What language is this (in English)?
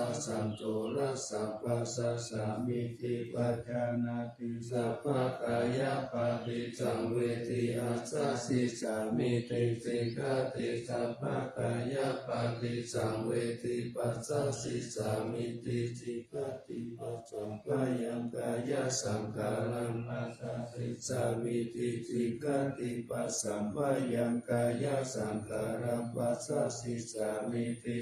Pali